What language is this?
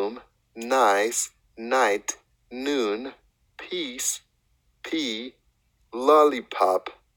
Haitian Creole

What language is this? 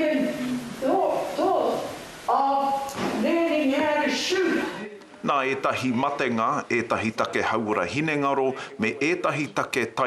Māori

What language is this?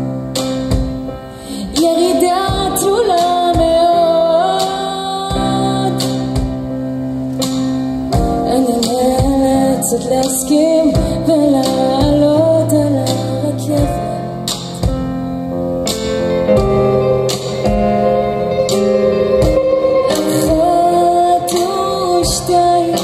Hebrew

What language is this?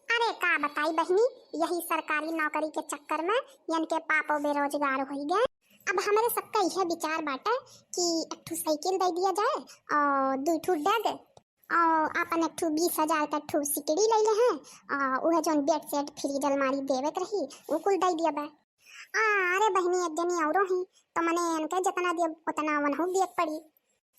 Awadhi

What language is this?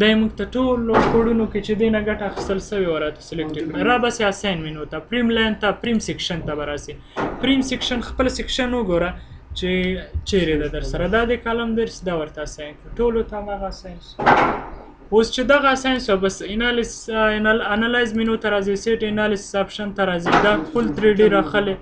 Pashto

